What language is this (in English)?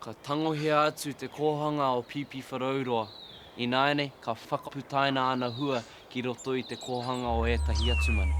Māori